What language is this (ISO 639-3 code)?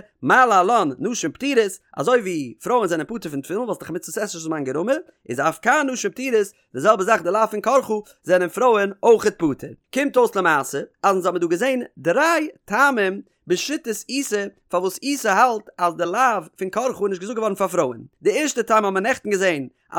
yid